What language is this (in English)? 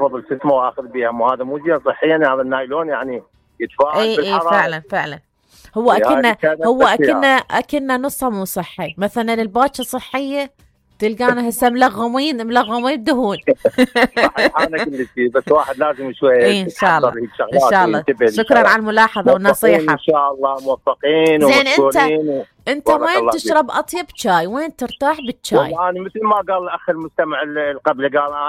Mesopotamian Arabic